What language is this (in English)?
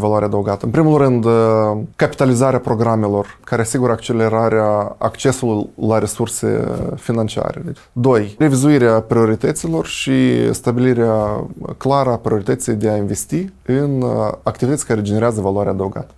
Romanian